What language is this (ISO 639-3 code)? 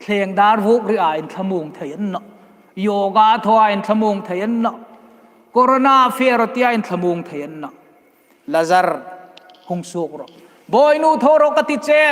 hmr